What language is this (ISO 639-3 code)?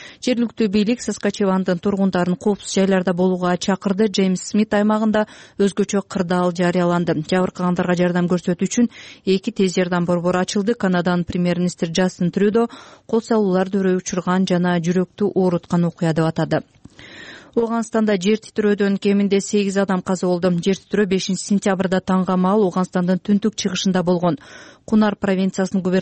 kir